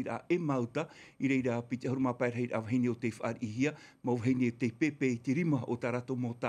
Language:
Tahitian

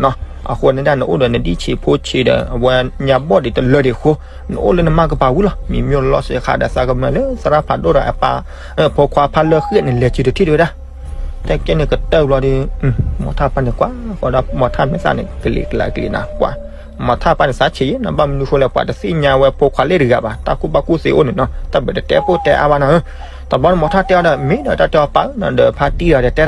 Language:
S'gaw Karen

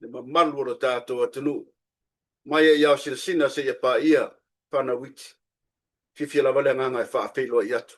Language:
Samoan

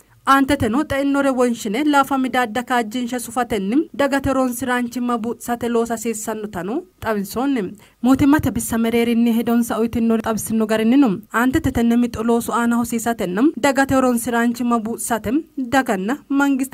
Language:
Sidamo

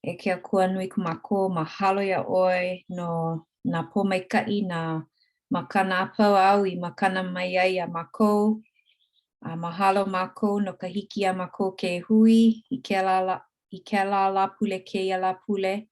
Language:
Hawaiian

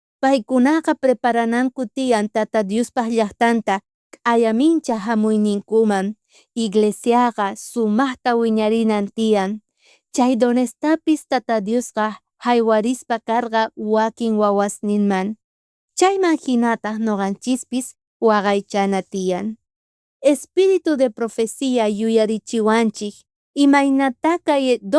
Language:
South Bolivian Quechua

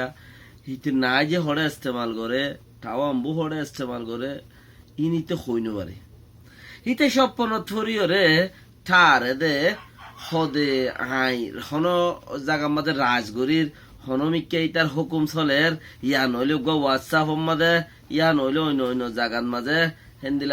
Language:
Rohingya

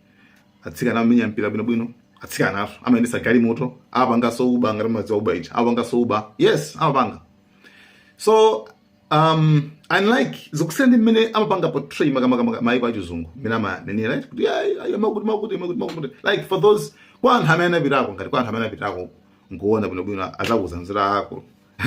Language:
Nyanja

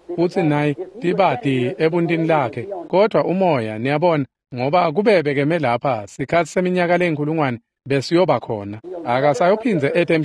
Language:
Swati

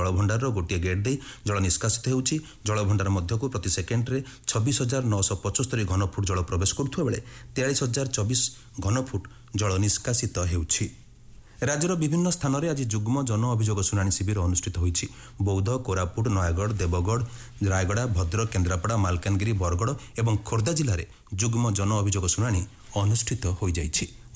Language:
Odia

